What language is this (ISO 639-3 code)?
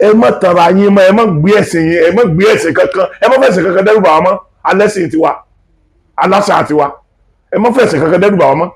yor